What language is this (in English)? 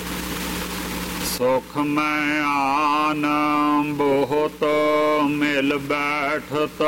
Punjabi